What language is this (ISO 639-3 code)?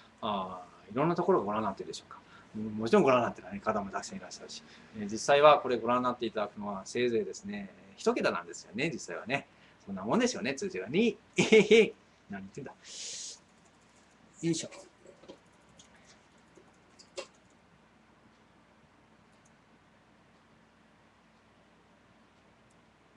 jpn